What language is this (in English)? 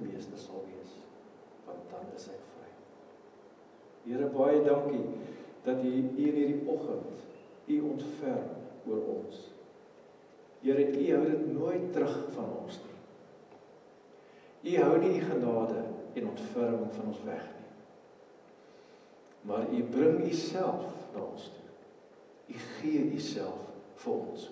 Afrikaans